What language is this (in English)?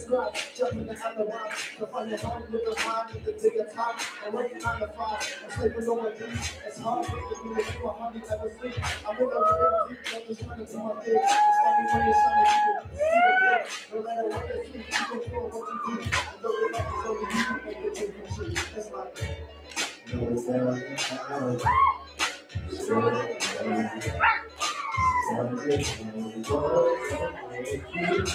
English